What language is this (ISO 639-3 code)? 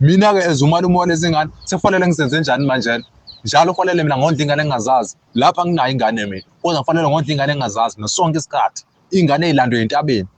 zul